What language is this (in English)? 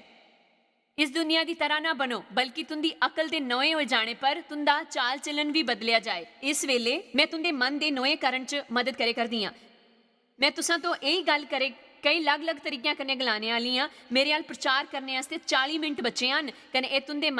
Dogri